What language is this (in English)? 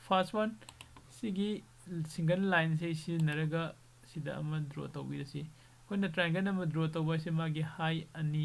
Manipuri